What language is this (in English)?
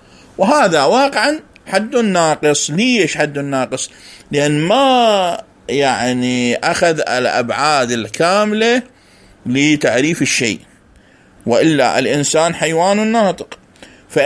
Mesopotamian Arabic